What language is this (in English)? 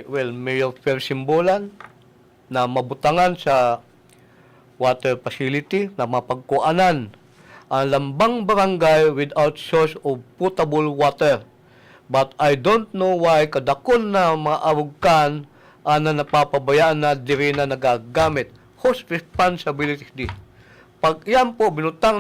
Bikol